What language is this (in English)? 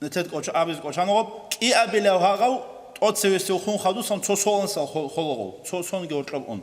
Avaric